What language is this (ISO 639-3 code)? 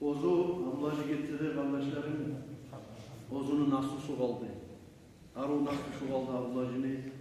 kum